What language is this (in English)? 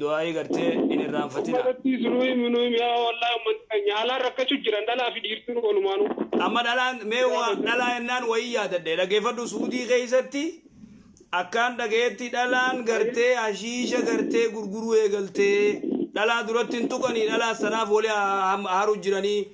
Oromo